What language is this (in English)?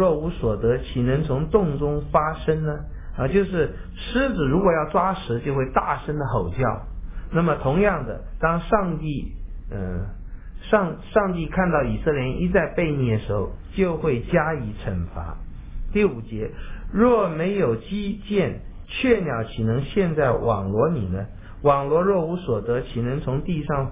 Chinese